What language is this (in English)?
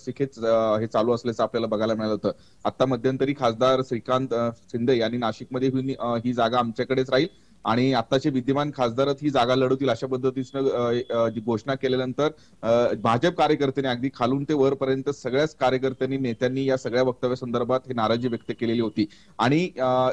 Marathi